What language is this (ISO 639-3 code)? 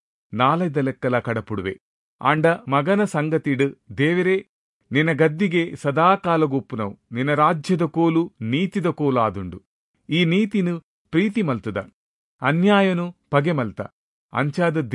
tcy